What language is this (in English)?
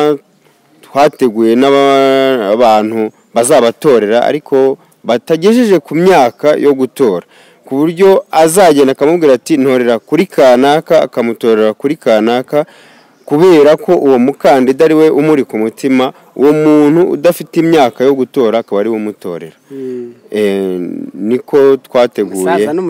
Kinyarwanda